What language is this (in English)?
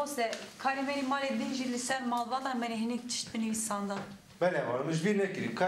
Kurdish